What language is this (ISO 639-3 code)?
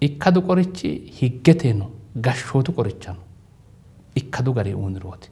sid